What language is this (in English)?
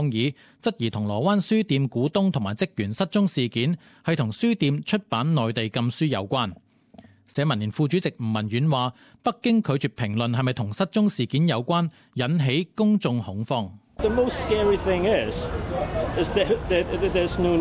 Cantonese